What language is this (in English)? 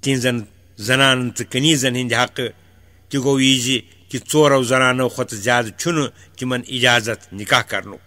Kashmiri